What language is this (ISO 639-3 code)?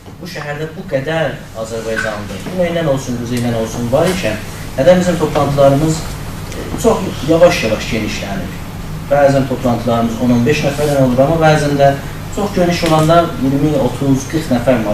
azb